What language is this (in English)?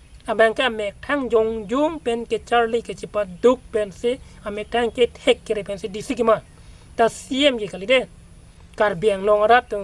Karbi